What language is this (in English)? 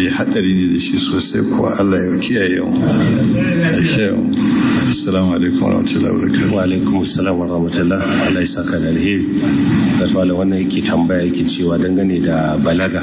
Hausa